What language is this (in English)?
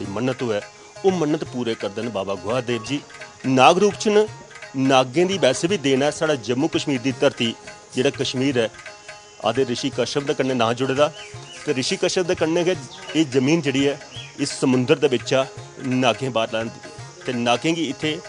Dogri